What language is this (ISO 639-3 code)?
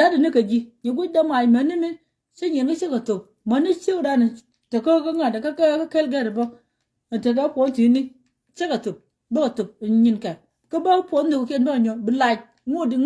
nus